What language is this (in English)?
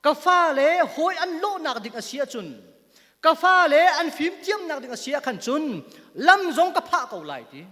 Hakha Chin